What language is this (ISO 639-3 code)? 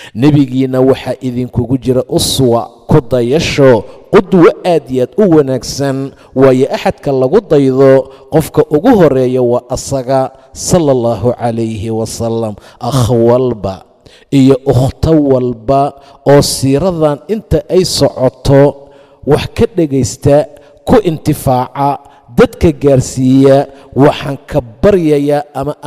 som